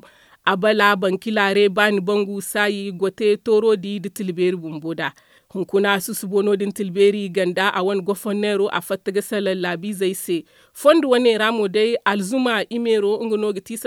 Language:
Zarma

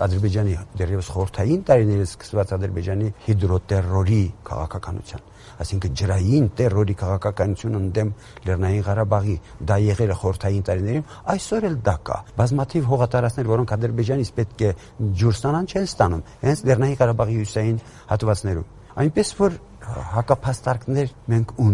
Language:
Armenian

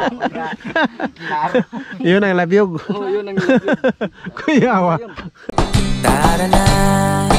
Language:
Filipino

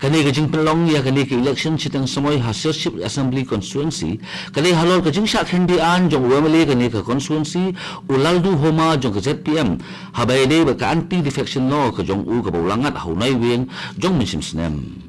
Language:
Khasi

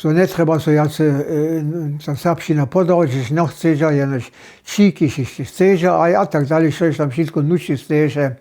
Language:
Upper Sorbian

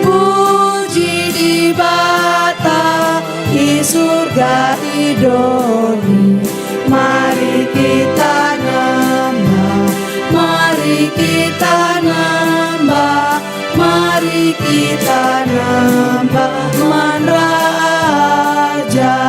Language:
Batak Karo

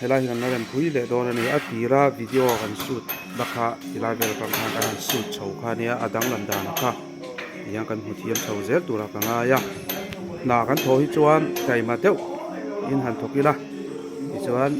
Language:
Mizo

